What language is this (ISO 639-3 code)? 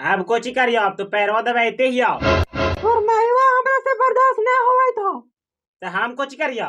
mag